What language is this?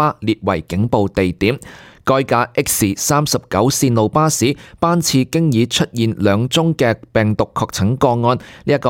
Cantonese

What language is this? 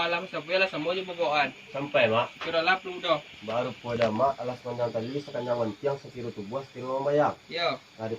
Minangkabau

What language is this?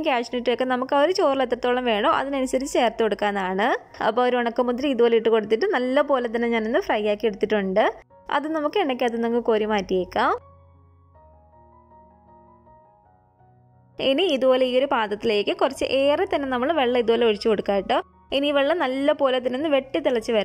Malayalam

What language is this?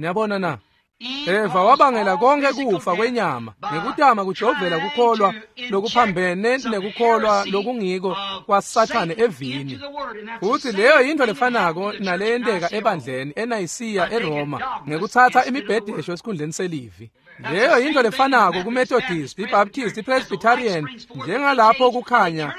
Swati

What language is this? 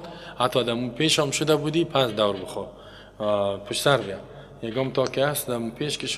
Persian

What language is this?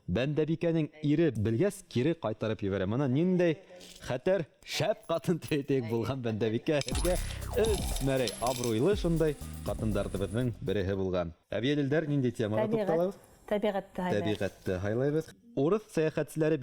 Bashkir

